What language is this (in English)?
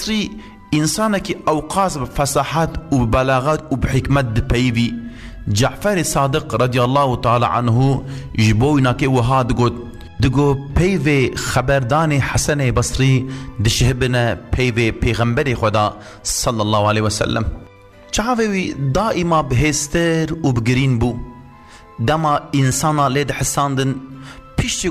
Kurdish